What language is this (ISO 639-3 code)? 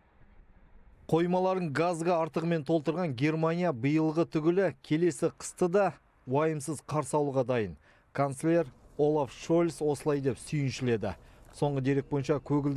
kaz